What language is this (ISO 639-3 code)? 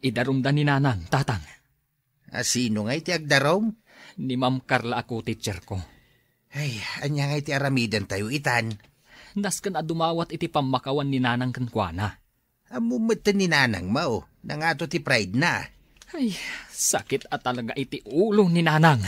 ilo